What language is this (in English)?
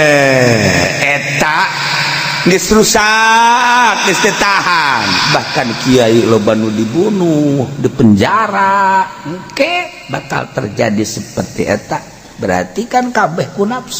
Sundanese